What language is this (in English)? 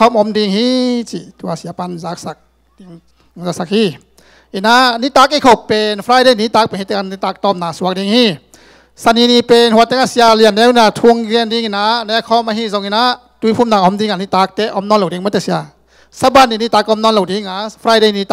Tedim Chin